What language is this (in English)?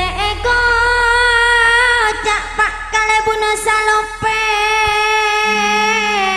Madurese